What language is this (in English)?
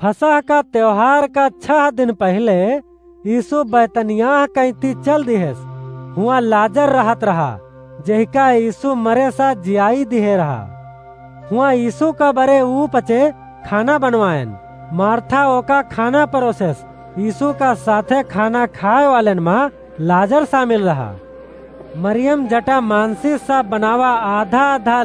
Awadhi